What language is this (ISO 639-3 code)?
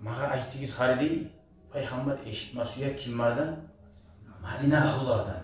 kum